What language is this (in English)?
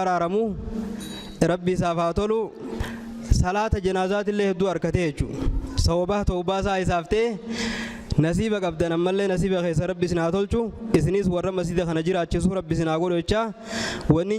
Oromo